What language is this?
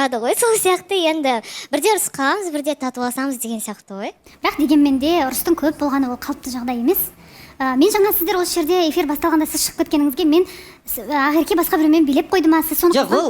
Kazakh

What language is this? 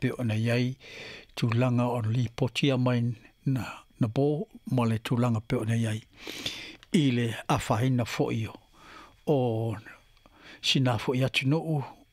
Samoan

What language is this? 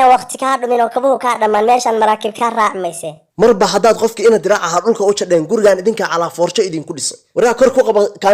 Somali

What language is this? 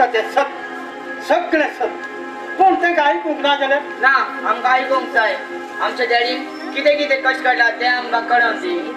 Konkani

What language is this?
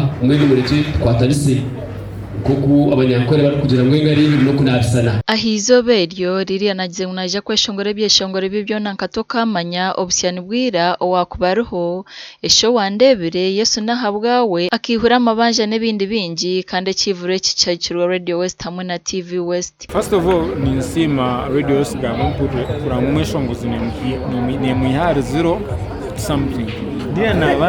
Nyankole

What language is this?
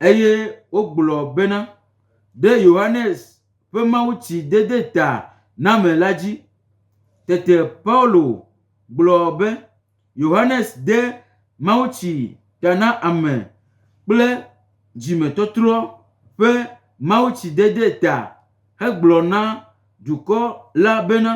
Gen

